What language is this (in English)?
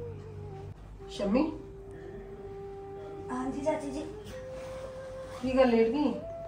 Punjabi